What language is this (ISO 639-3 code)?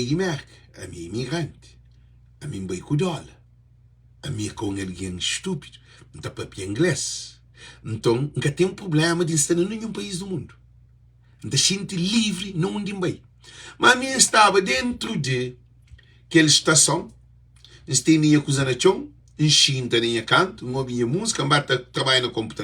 kea